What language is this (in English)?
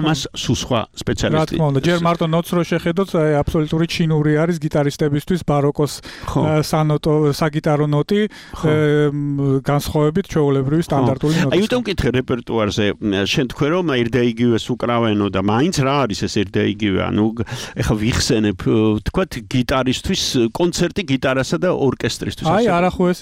Georgian